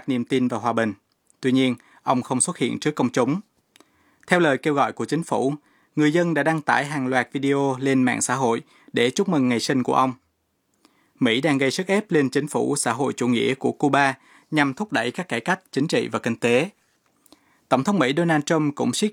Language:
Vietnamese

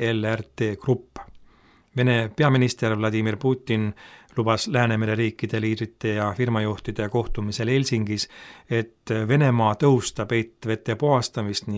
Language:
Estonian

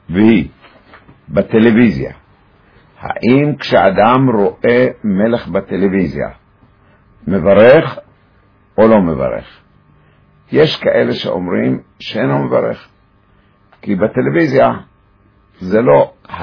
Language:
Hebrew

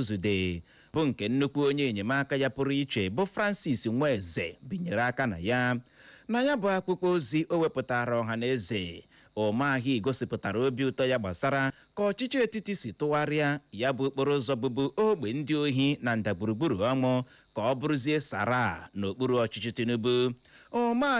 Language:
Igbo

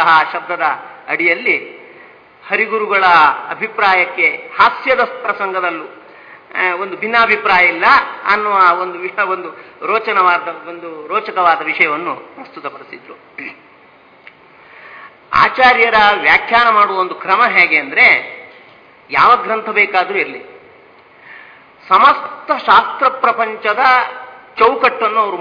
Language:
Kannada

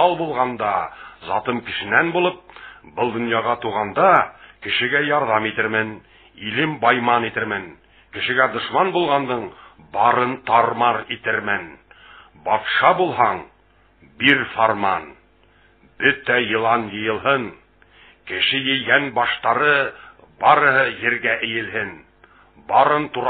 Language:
Bashkir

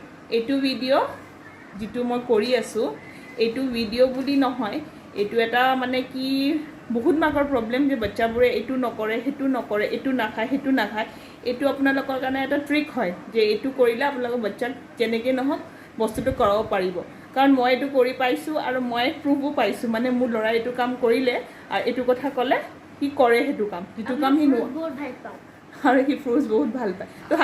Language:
Assamese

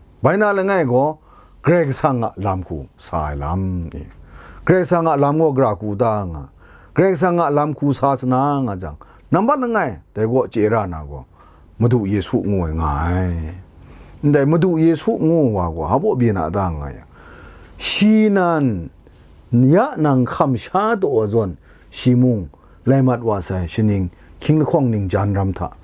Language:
Kachin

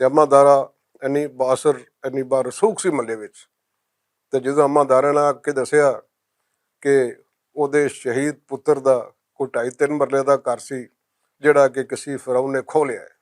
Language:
Western Panjabi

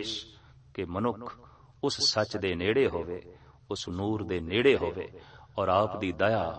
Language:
Punjabi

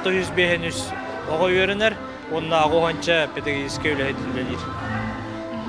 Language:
Yakut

